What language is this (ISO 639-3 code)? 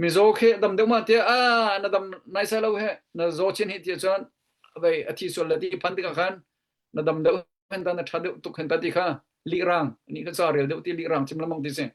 cnh